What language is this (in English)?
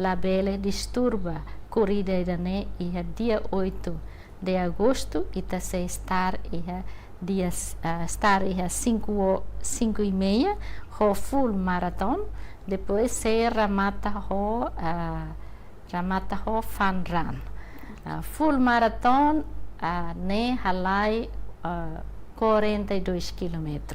Tetum